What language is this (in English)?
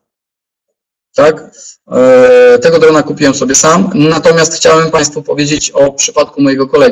Polish